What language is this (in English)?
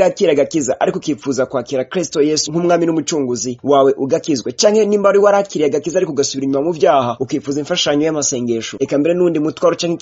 Rundi